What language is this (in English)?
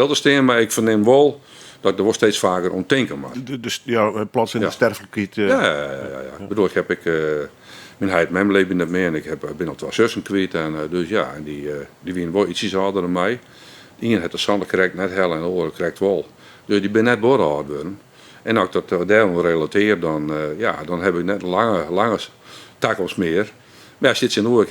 Western Frisian